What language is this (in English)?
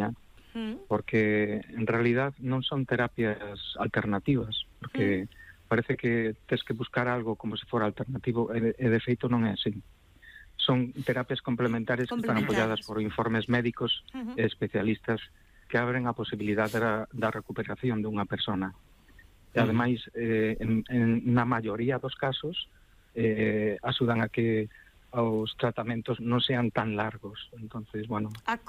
Galician